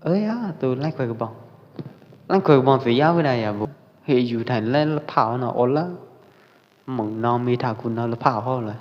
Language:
Pwo Eastern Karen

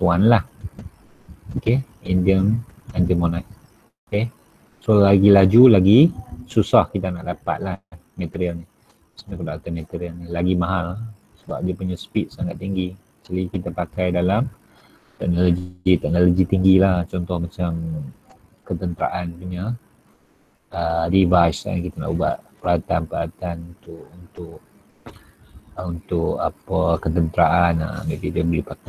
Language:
Malay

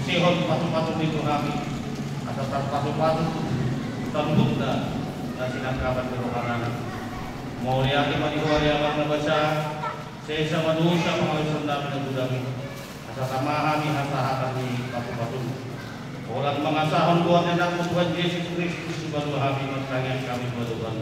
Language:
Batak Toba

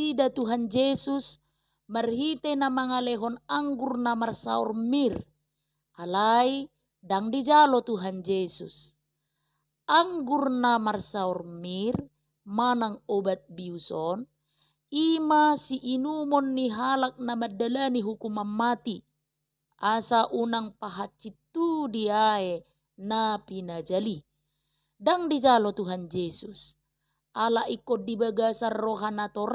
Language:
Batak Toba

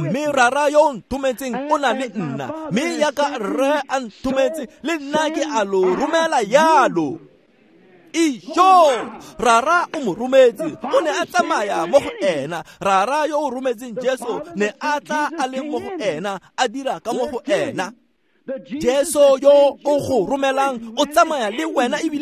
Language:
Tswana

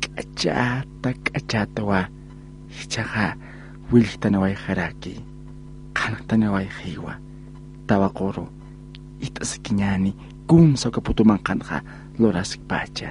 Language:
Aymara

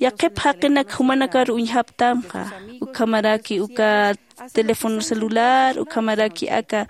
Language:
Aymara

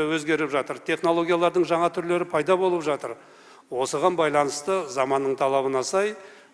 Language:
Kazakh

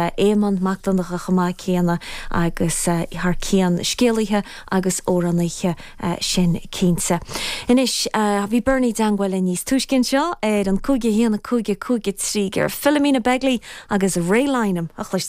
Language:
Irish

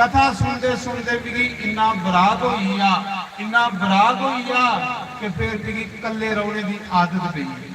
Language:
Dogri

